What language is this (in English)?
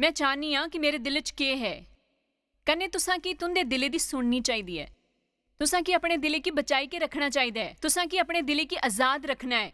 Dogri